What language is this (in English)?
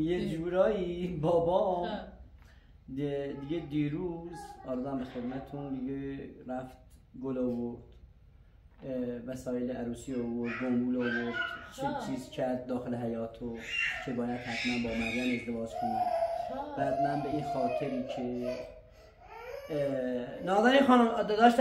Persian